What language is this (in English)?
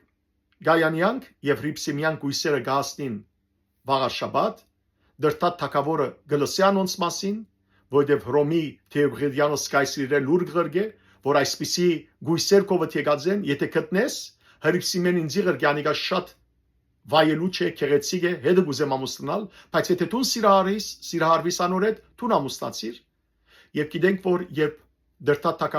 Western Armenian